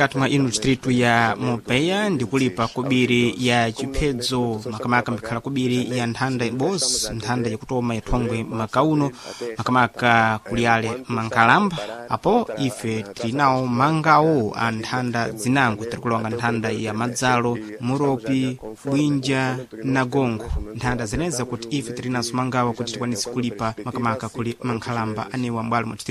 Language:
Sena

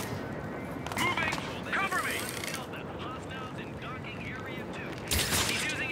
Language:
English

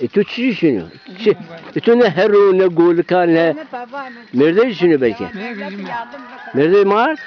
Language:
Zaza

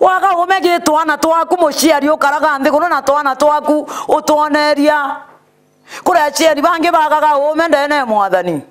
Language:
Meru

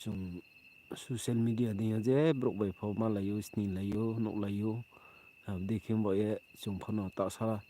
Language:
Riang (India)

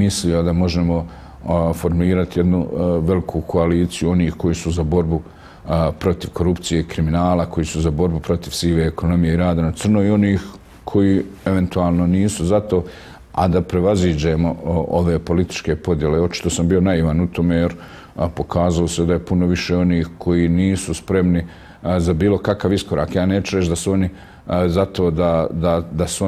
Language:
Bosnian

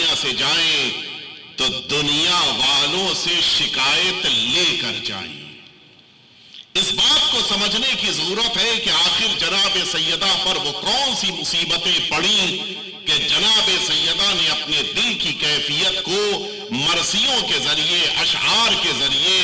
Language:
Urdu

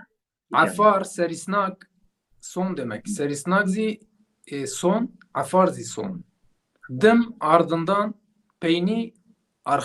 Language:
Zaza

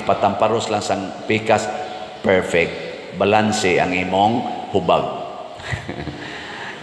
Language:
Cebuano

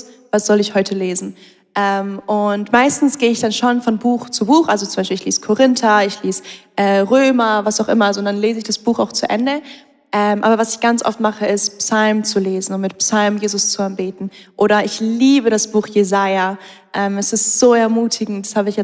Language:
Swiss German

